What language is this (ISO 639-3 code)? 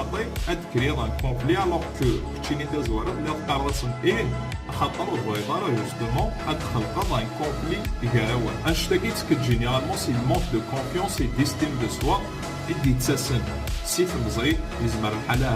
kab